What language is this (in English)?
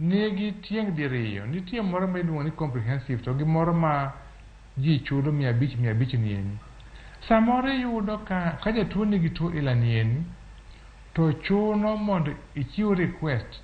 Luo (Kenya and Tanzania)